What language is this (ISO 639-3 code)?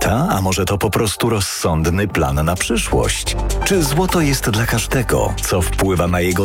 pol